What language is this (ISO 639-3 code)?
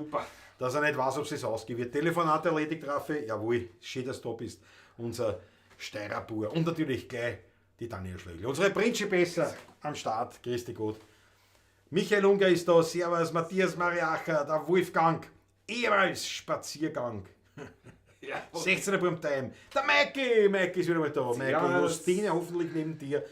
bar